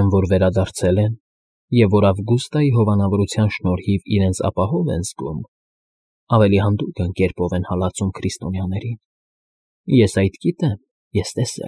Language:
Armenian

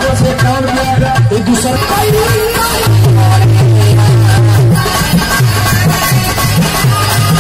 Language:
Bhojpuri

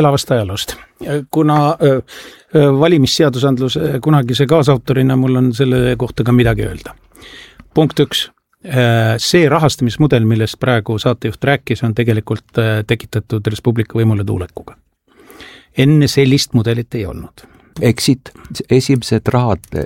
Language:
Estonian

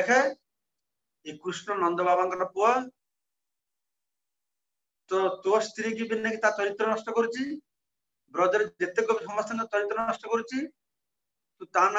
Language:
Odia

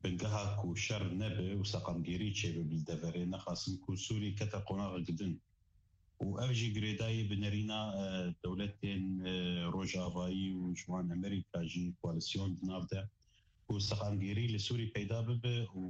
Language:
Kurdish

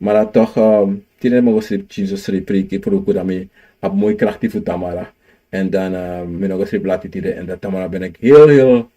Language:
Sranan Tongo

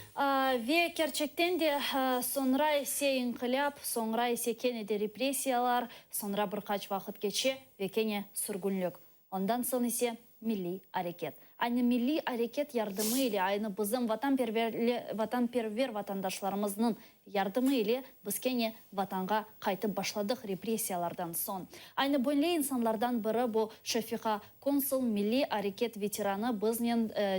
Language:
Crimean Tatar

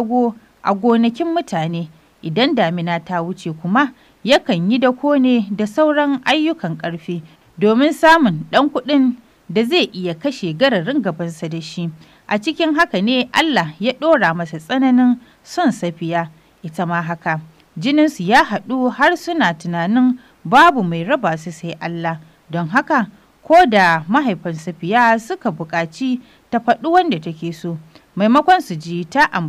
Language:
Hausa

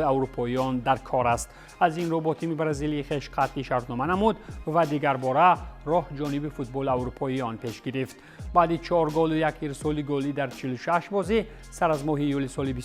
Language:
Tajik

